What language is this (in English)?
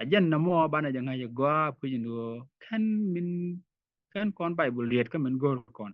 Nuer